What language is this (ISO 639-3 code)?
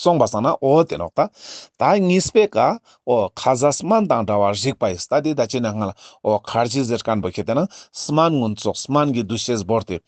lbj